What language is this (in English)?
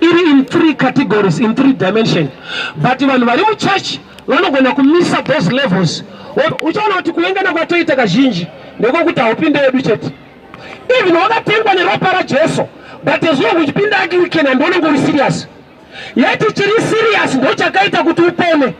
Shona